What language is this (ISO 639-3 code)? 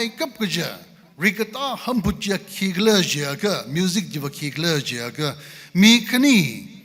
nmf